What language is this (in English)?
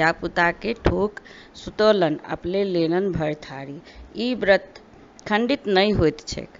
Maithili